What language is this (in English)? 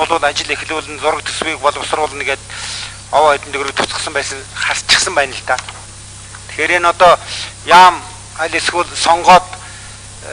Mongolian